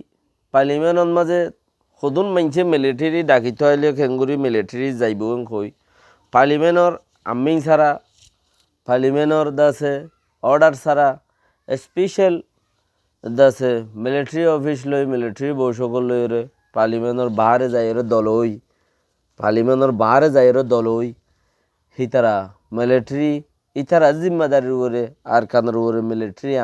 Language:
Rohingya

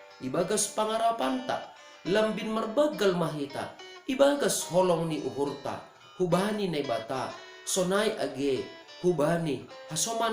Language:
Batak Simalungun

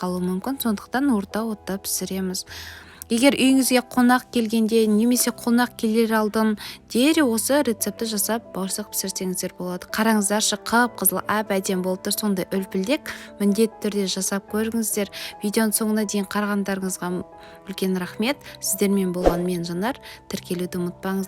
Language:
Kazakh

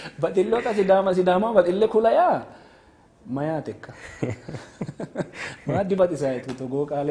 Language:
Sidamo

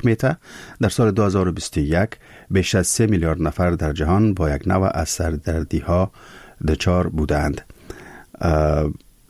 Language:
Persian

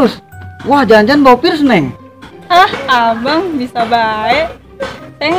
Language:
Betawi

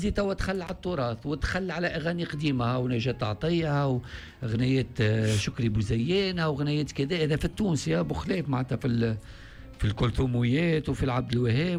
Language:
Tunisian Arabic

